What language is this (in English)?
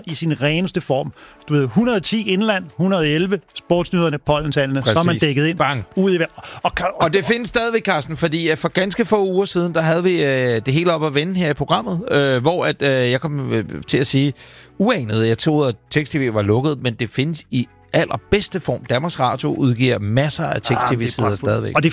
Danish